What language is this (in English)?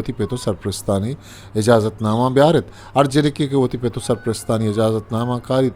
Eastern Balochi